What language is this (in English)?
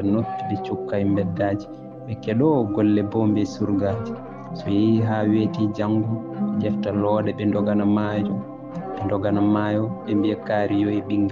Fula